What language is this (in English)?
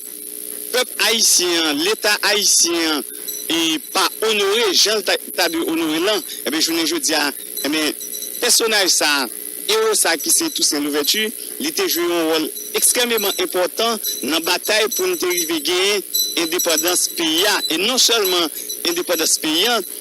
Haitian Creole